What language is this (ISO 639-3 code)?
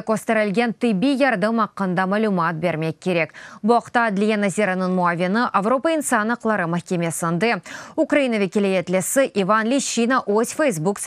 crh